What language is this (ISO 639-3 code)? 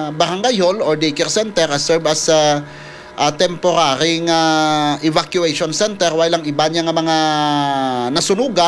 hil